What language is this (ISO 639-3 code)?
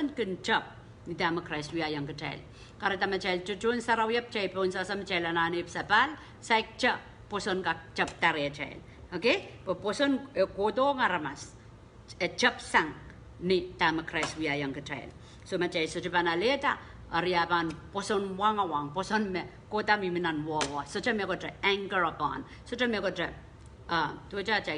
pon